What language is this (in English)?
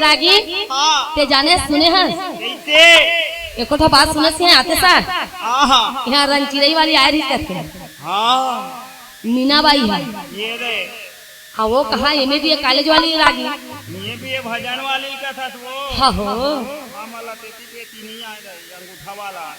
Chhattisgarhi